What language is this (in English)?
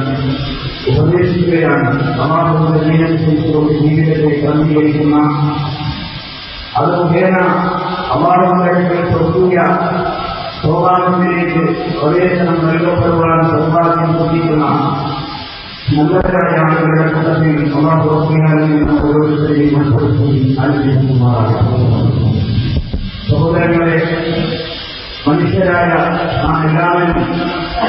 Malayalam